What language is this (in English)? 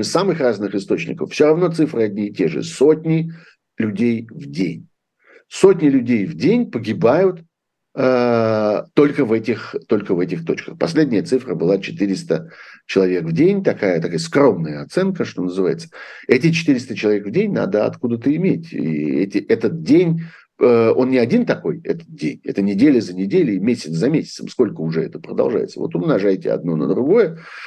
Russian